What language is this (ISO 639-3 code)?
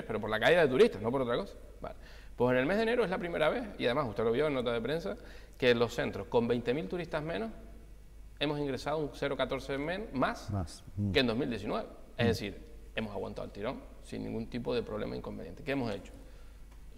spa